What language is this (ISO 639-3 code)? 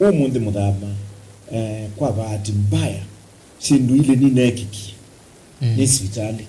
kam